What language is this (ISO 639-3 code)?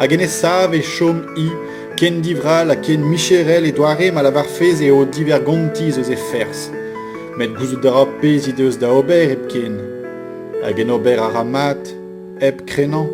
bre